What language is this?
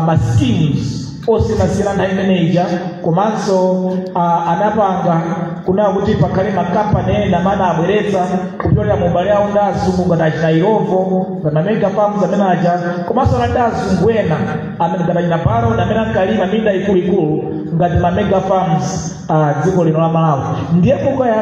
Nyanja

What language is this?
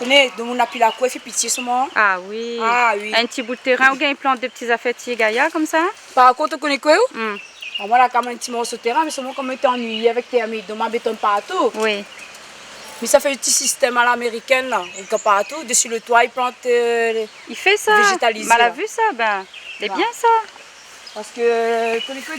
Réunion Creole French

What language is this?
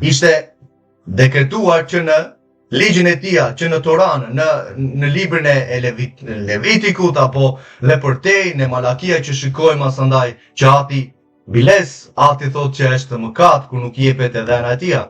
Albanian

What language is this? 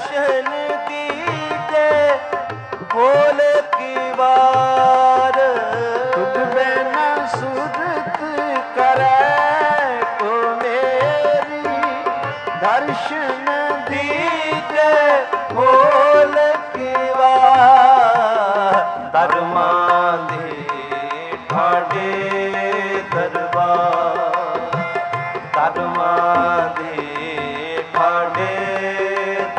Punjabi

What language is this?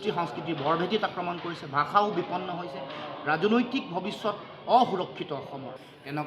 Assamese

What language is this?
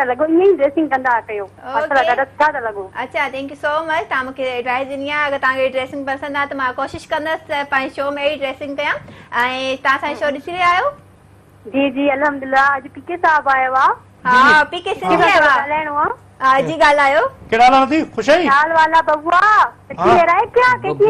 Sindhi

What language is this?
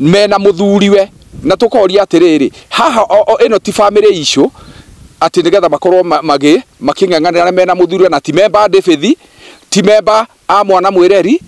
Kikuyu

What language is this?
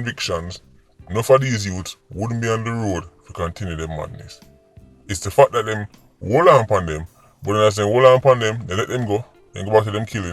Jamaican Creole English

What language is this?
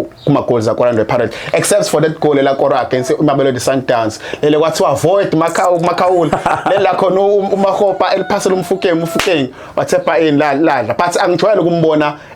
Zulu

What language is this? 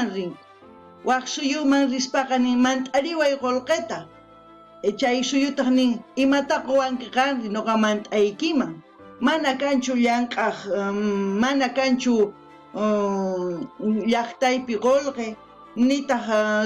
South Bolivian Quechua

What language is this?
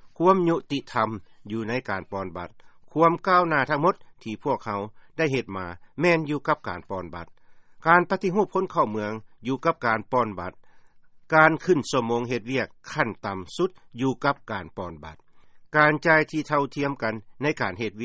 Lao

